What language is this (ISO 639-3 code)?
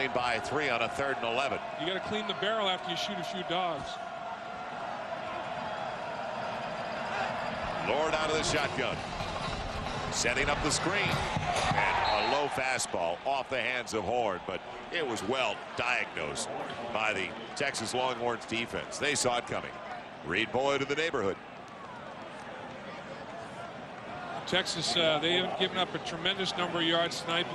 eng